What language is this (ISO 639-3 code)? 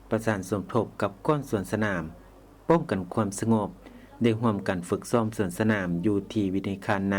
lao